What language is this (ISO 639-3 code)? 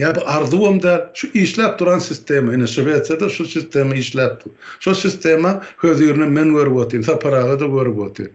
tuk